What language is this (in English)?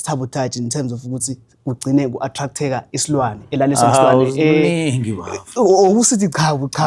Zulu